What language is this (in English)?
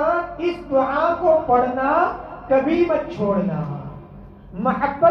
Urdu